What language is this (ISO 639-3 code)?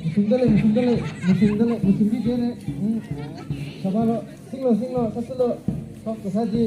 nmf